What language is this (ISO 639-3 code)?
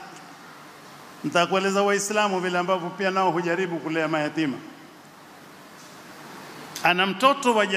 swa